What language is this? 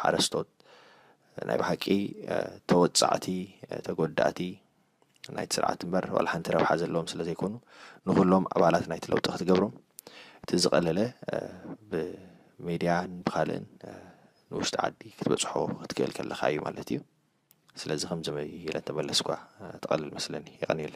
Tigrinya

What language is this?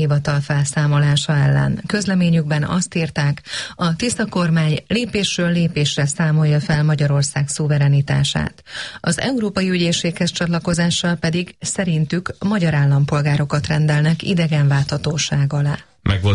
Hungarian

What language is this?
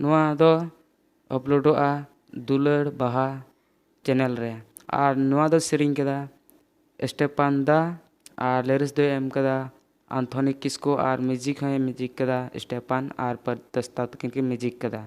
Santali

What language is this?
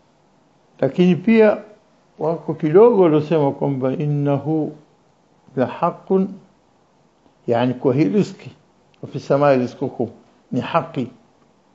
Swahili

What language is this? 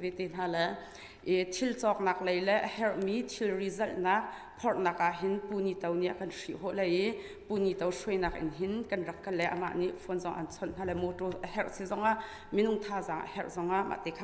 Hakha Chin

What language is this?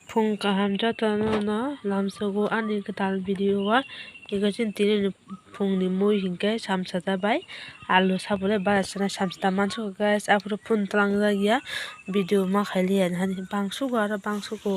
Kok Borok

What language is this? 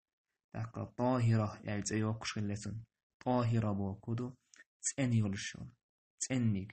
Chechen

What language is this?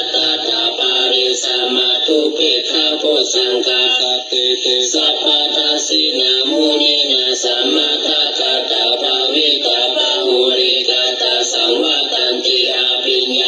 Pali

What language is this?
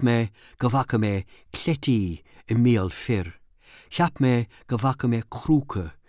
Irish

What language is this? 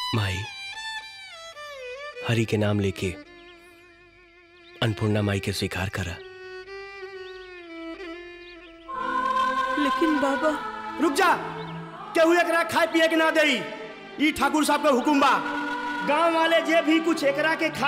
Bhojpuri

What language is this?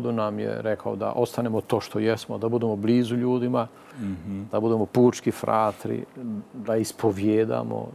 Croatian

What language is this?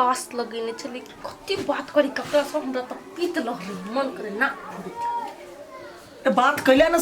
Maithili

